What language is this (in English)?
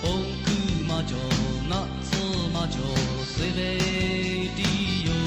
Lahu